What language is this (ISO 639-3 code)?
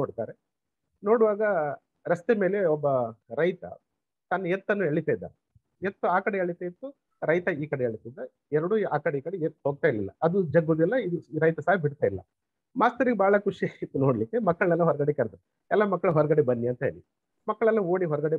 kan